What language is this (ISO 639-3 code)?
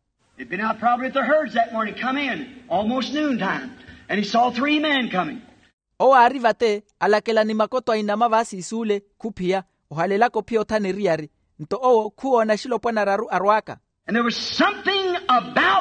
vmw